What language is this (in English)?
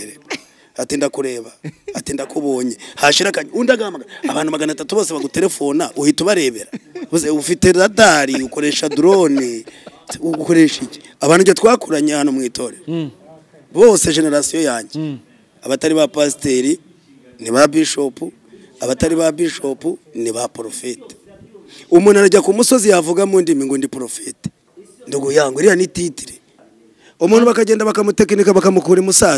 Kinyarwanda